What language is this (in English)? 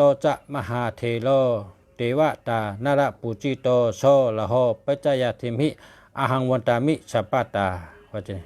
Shan